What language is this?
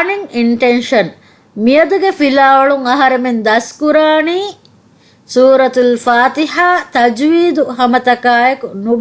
Divehi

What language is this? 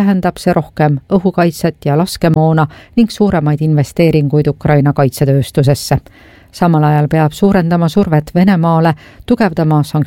Estonian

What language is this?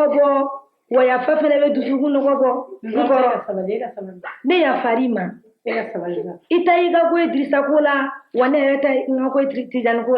Bambara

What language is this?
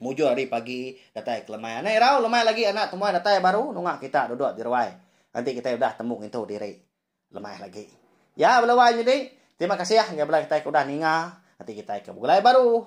Iban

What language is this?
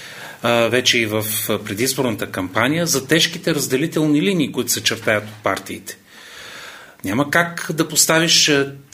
Bulgarian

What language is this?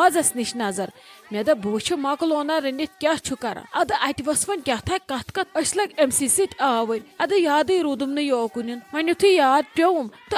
Kashmiri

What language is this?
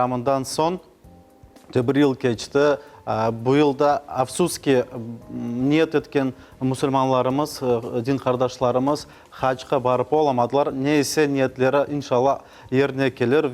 Crimean Tatar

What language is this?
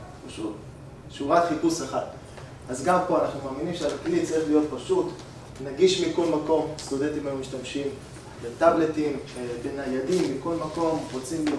Hebrew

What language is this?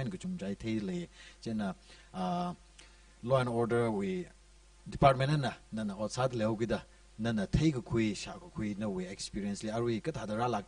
Tangkhul Naga (India)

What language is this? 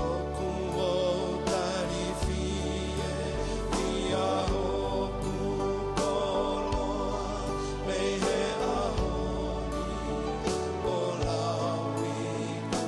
Tongan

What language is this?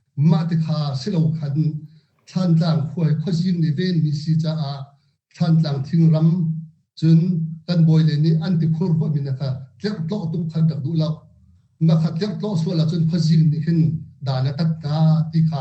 Hakha Chin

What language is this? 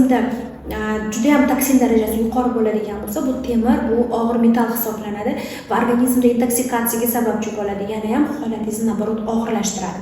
Uzbek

